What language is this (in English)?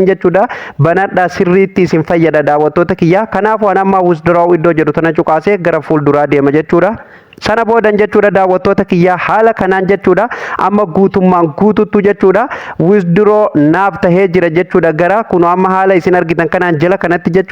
Oromo